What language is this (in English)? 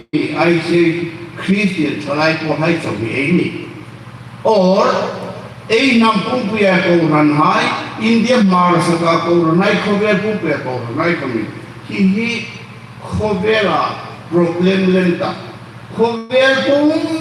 Hmar